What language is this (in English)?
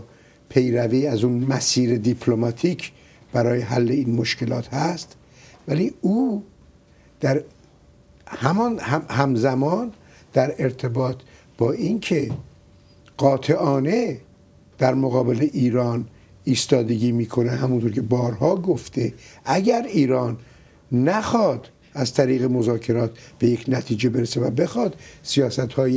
Persian